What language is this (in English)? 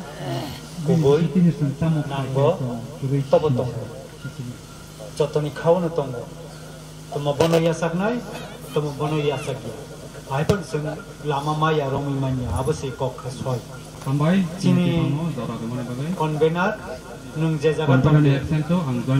Kok Borok